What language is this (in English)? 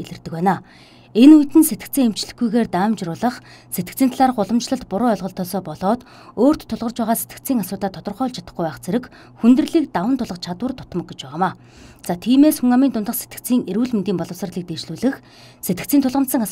Mongolian